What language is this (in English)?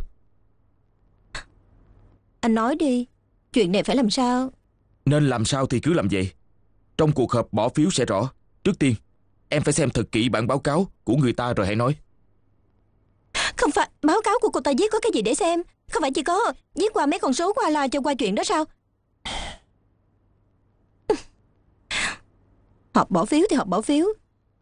Vietnamese